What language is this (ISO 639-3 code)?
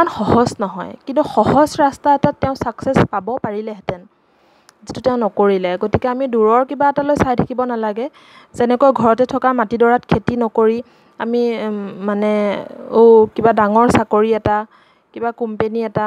asm